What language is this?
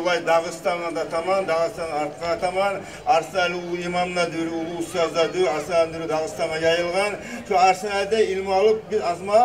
Kumyk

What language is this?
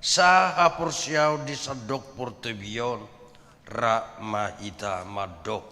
Batak Toba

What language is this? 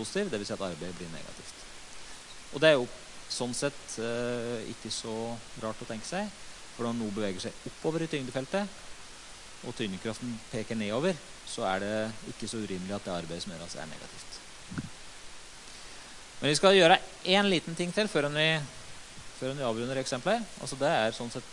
Norwegian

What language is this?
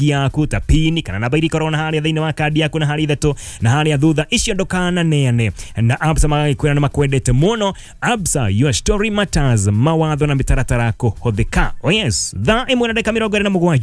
Kikuyu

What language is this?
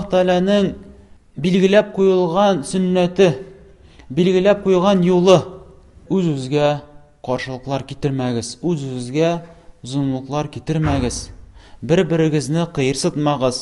Tatar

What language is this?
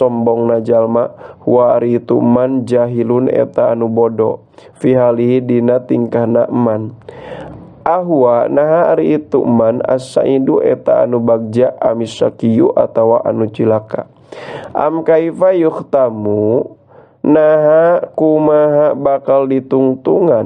Sundanese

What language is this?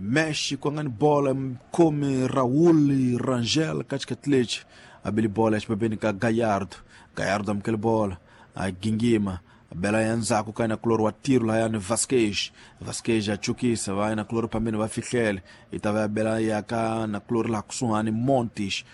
Tsonga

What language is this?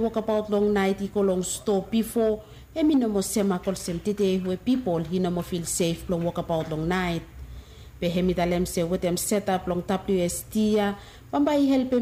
Bislama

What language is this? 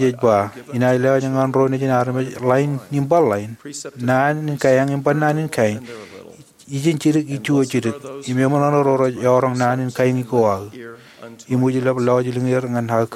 Marshallese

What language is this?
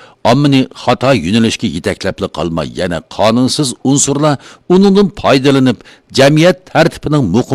Uyghur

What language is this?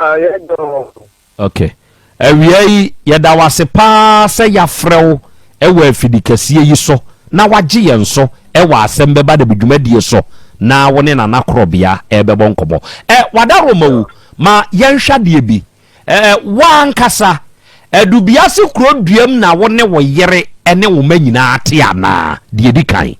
Akan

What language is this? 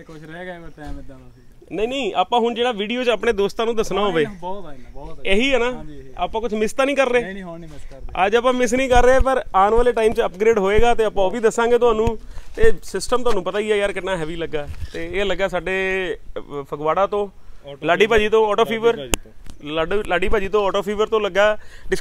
Punjabi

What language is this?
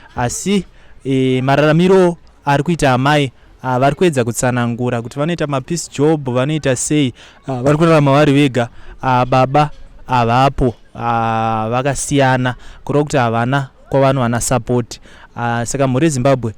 Shona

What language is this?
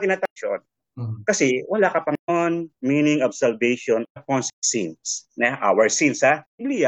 Filipino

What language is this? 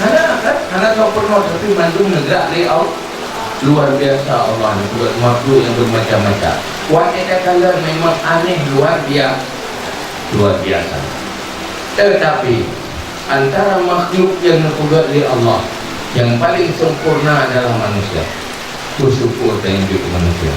Achinese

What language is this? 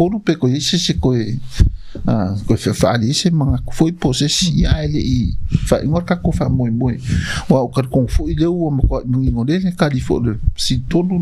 Samoan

